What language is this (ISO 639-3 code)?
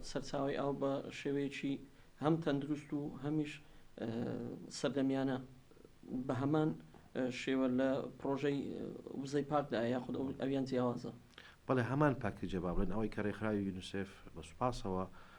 ckb